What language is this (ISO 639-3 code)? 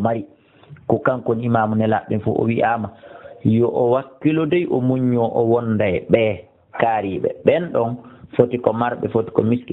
ful